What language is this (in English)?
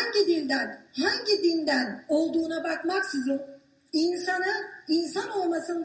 Kurdish